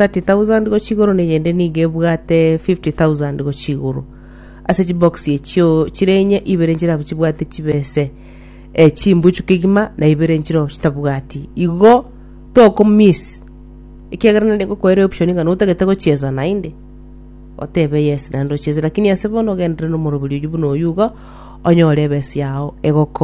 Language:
Gusii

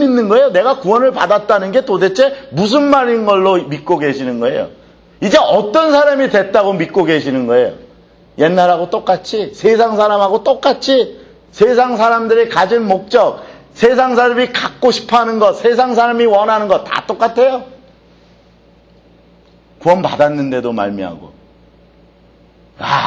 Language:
Korean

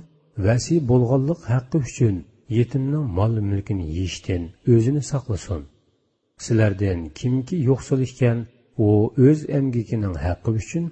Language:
Uyghur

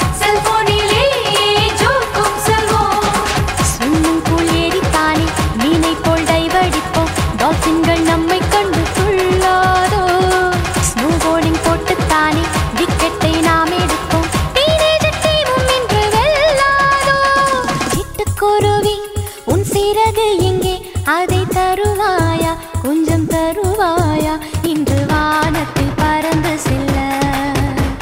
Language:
Tamil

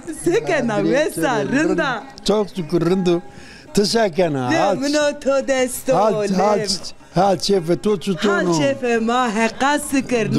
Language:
Zaza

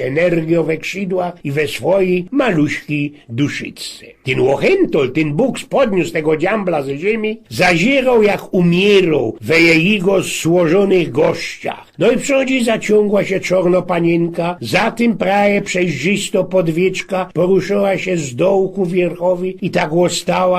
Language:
Silesian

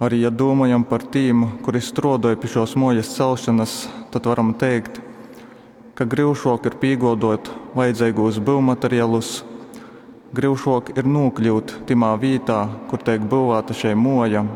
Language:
Latgalian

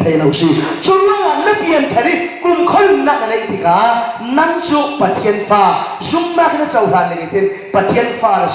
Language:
Falam Chin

